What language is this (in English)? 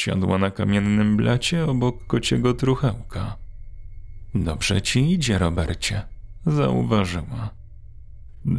Polish